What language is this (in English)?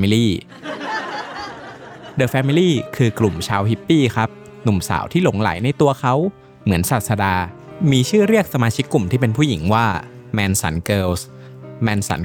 Thai